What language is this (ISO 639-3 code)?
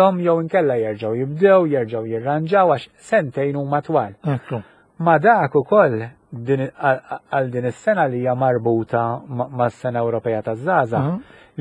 mlt